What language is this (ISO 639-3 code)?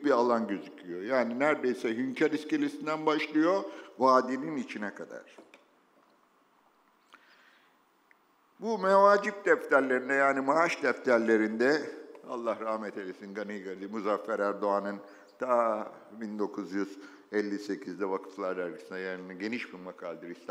tur